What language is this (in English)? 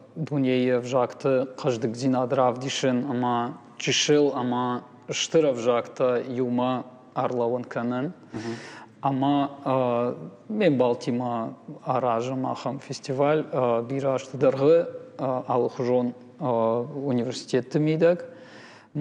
Ossetic